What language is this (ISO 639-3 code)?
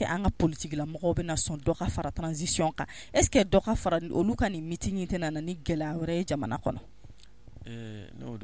bam